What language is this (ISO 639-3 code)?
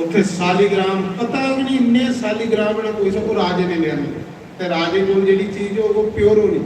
doi